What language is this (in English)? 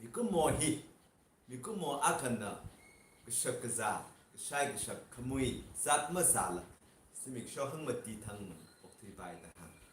Tangkhul Naga (India)